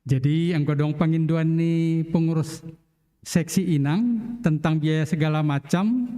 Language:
Batak Simalungun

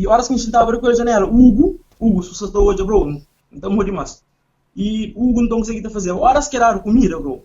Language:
Kabuverdianu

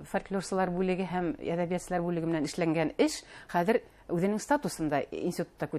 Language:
Bashkir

